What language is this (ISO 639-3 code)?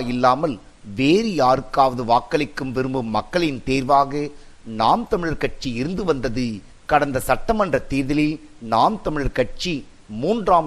tam